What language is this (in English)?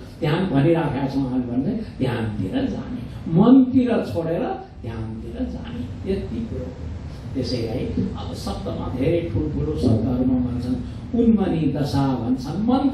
Nepali